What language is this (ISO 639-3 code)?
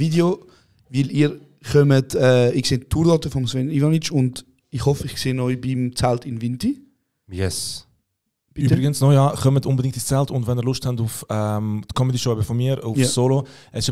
gsw